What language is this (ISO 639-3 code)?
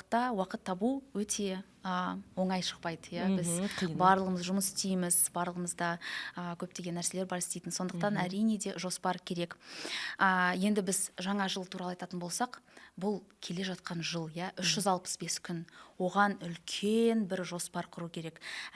kaz